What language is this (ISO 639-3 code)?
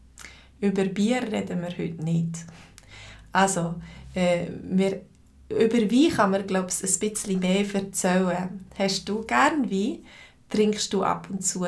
gsw